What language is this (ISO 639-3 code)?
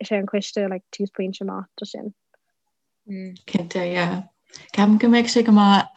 gle